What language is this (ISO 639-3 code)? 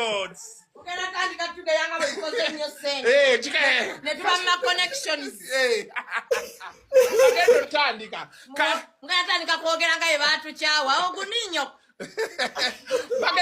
lug